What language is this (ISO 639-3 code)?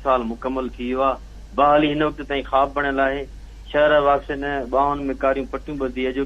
snd